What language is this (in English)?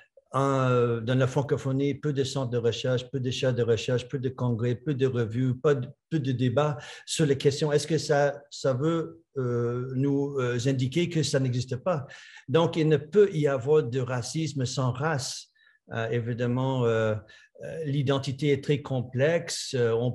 French